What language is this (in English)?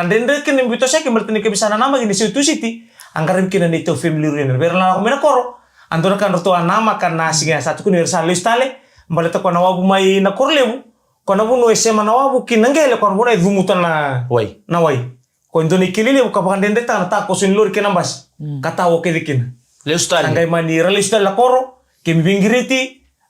Fijian